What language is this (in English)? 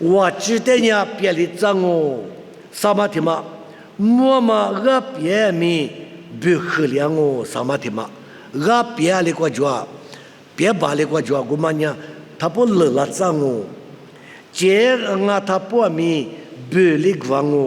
Lisu